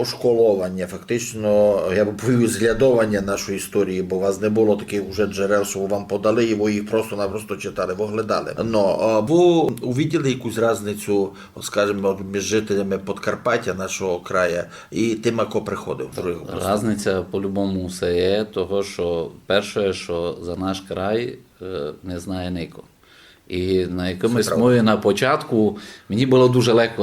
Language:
Rusyn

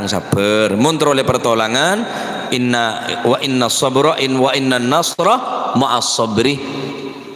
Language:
Madurese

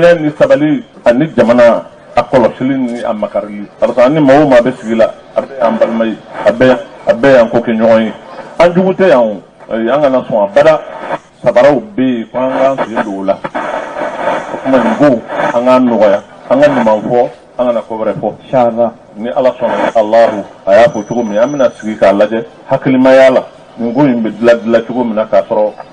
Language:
Bambara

